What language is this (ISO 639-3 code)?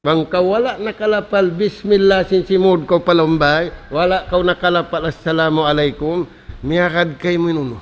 tsg